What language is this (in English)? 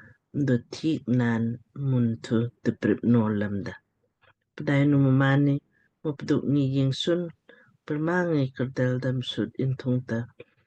Lamkang